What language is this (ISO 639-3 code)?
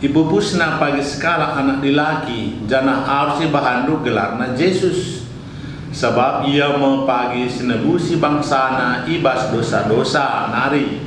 btx